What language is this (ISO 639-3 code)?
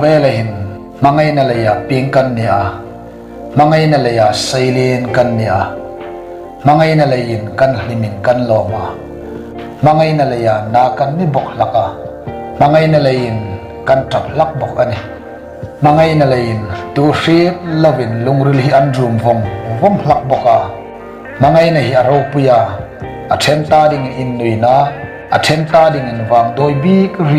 hmr